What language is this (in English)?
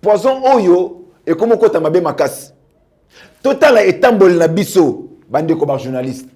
Lingala